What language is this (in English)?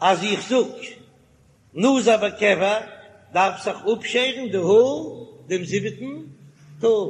Yiddish